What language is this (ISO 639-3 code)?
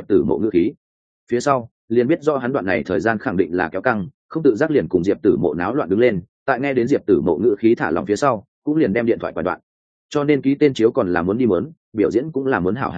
vie